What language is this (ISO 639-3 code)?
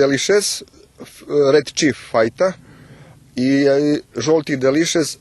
rue